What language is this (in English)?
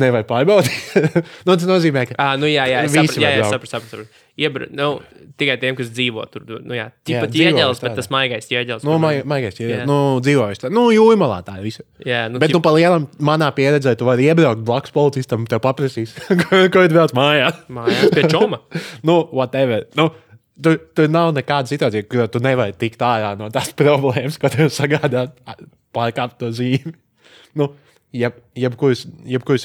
Latvian